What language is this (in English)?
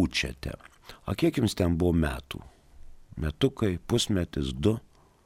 Lithuanian